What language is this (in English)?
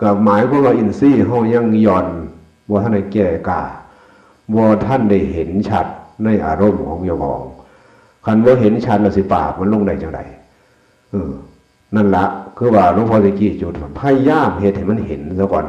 Northeastern Thai